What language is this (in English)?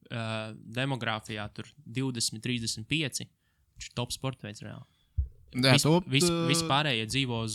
Latvian